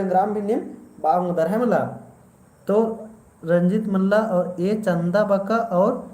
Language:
Kurukh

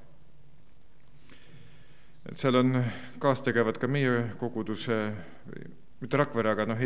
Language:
Estonian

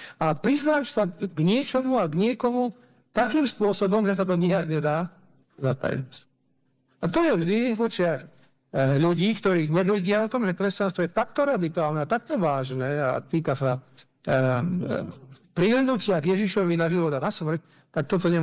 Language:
Slovak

